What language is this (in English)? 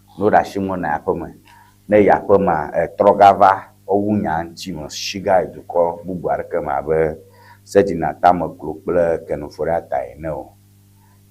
Ewe